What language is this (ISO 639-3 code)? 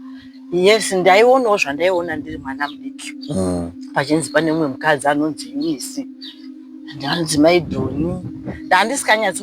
sna